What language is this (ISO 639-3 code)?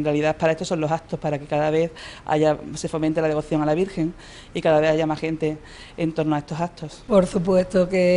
spa